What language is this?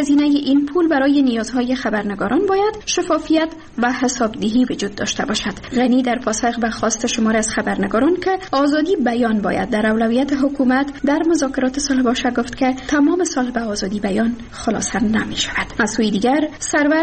Persian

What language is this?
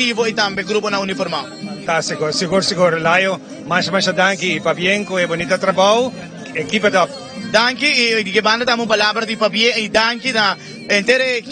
Papiamento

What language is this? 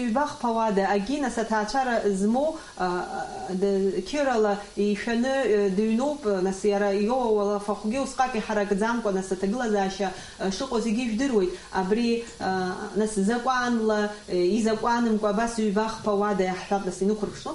Abkhazian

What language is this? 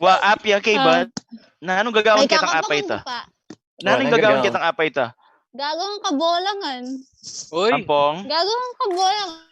Pampanga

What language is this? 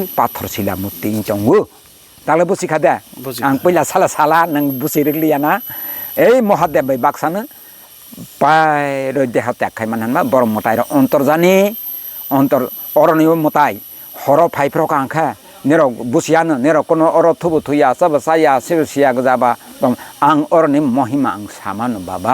Kok Borok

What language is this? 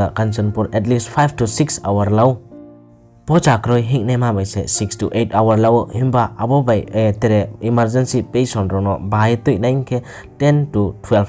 Riang (India)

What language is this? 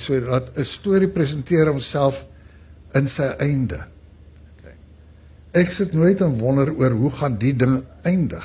Afrikaans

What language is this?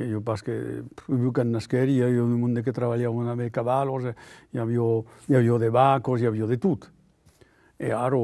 Occitan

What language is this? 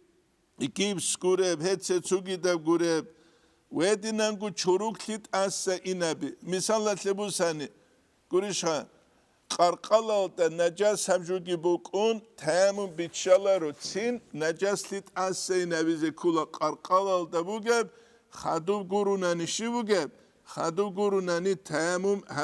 Avaric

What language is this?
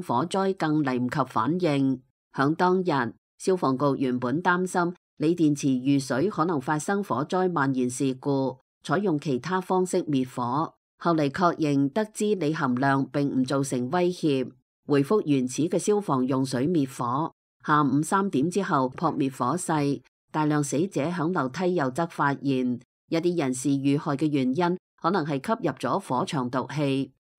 Cantonese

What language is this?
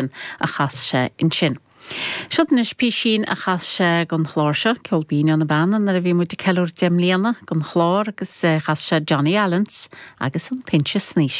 Irish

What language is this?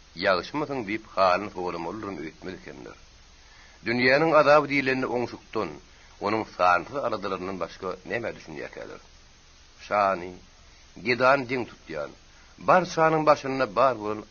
Turkmen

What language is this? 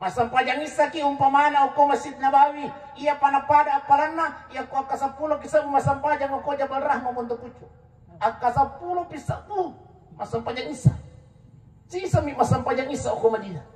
Buginese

